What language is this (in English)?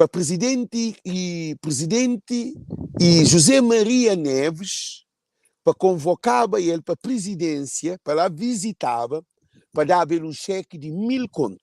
Kabuverdianu